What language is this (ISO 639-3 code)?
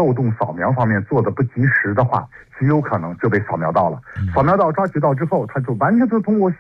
zho